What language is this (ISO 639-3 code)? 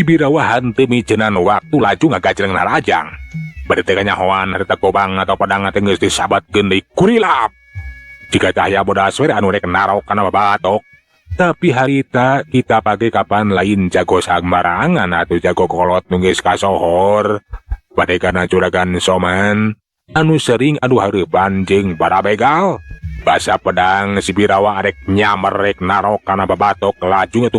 sun